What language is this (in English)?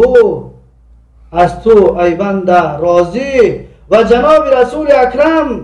Tajik